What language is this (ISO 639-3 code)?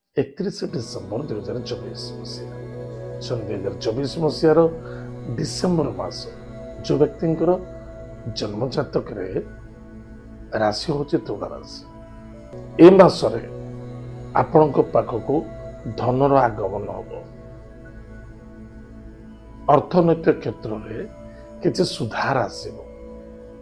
ori